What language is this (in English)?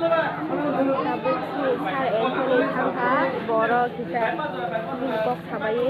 Kok Borok